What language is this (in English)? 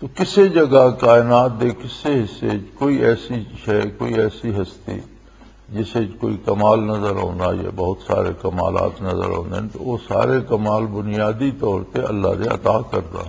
Western Panjabi